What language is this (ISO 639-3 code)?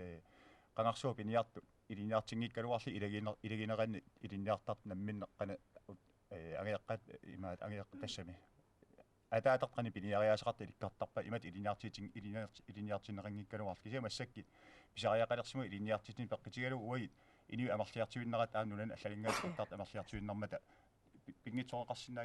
kal